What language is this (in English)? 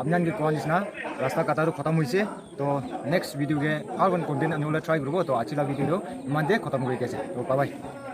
Naga Pidgin